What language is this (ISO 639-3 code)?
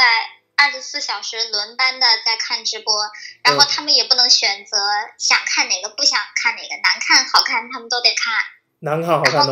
zho